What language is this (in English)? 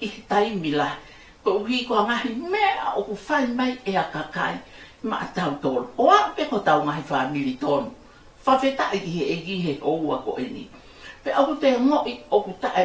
Tongan